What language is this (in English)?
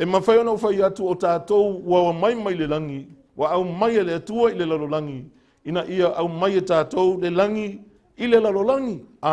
Samoan